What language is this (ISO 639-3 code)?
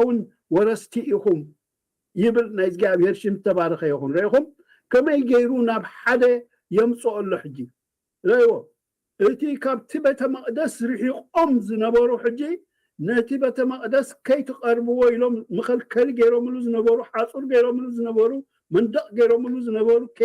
tir